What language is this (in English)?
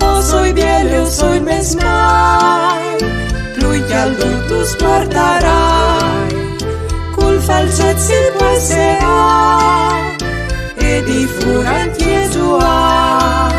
Friulian